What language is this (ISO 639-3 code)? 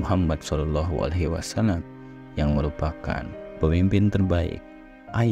ind